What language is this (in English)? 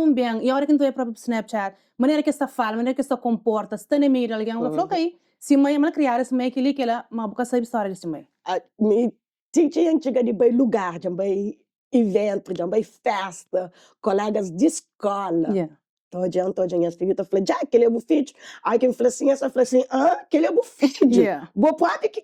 Kabuverdianu